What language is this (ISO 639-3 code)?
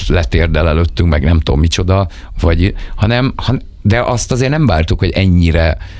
hun